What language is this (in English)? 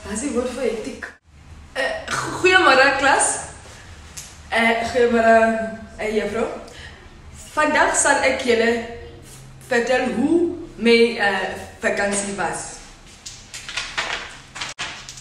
Afrikaans